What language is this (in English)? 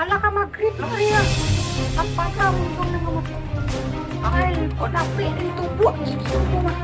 Minangkabau